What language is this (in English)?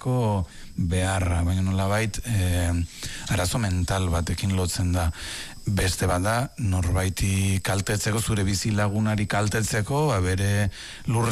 Basque